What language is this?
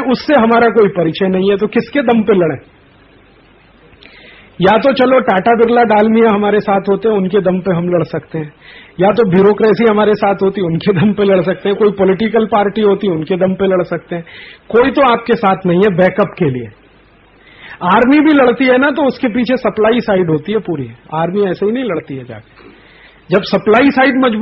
Hindi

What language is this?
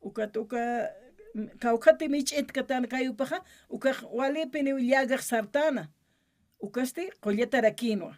Aymara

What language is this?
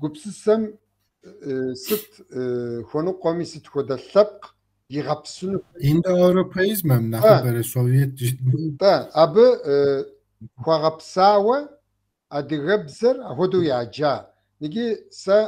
Kabardian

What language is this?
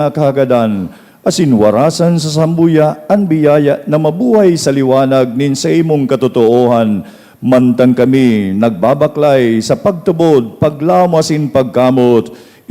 Bikol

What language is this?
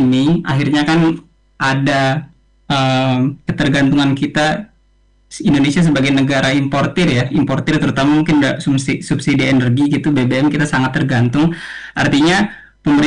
Indonesian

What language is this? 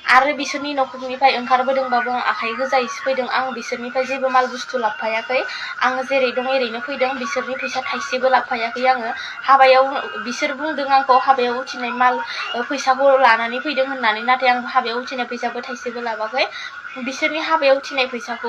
Bodo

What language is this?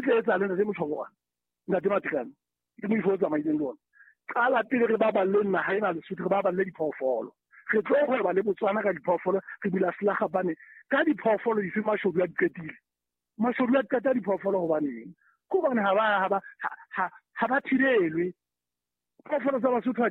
Southern Sotho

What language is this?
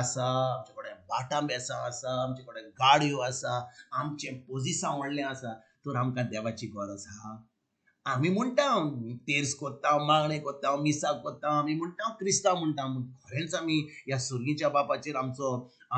Konkani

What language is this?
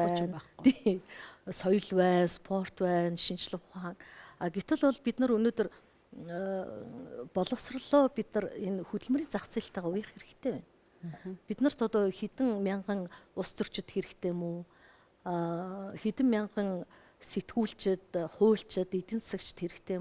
Mongolian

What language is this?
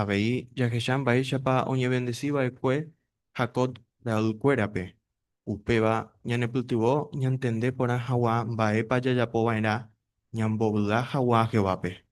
Guarani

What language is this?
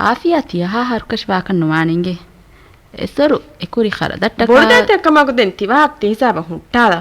Divehi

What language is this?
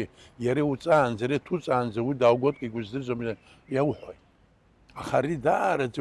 Abkhazian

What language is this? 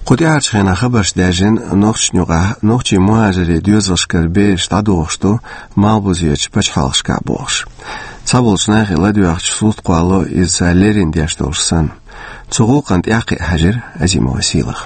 Chechen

